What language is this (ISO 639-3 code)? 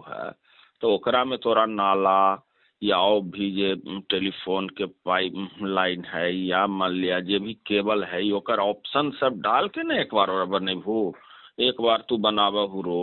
mag